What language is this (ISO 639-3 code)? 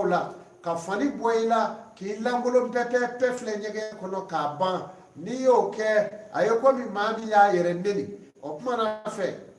bam